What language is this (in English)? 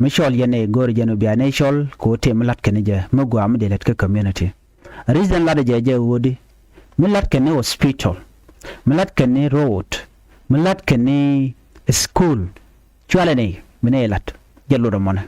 Nuer